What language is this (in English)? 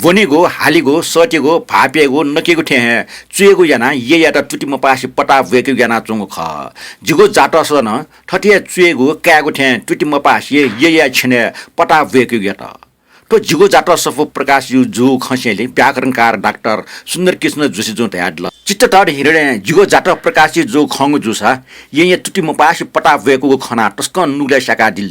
Newari